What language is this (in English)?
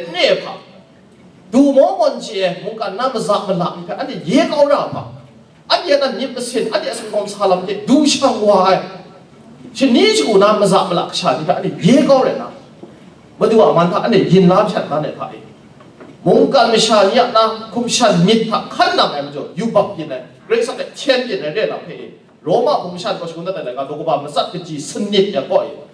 Kachin